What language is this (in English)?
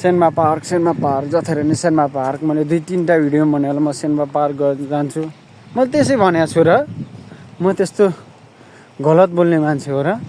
Nepali